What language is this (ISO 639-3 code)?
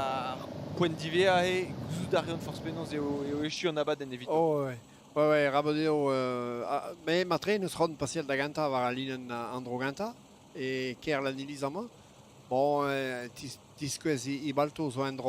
bre